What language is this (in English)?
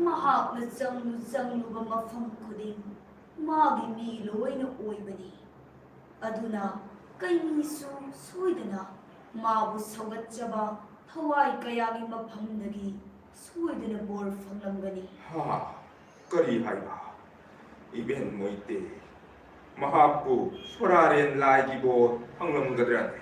Manipuri